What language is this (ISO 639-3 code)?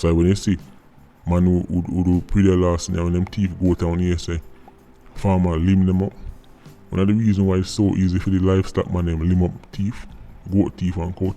jam